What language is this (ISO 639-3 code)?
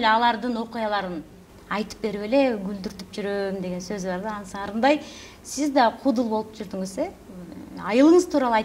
kir